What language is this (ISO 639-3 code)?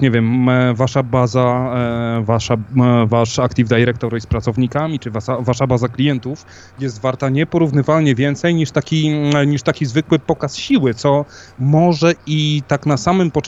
pol